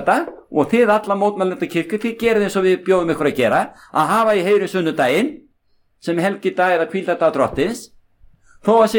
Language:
Icelandic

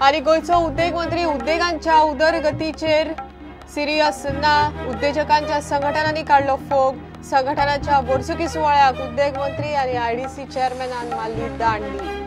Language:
Konkani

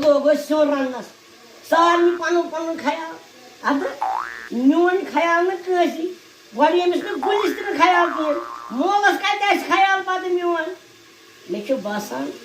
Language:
Kashmiri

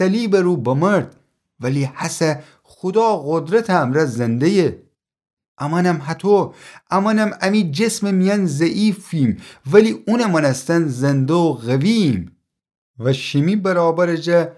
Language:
Gilaki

